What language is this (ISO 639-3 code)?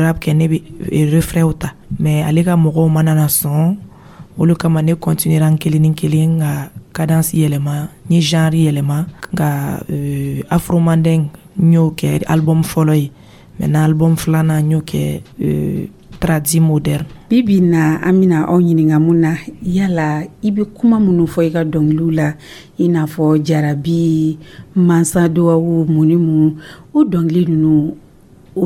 dyu